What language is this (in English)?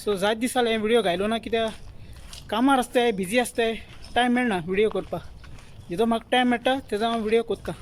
Konkani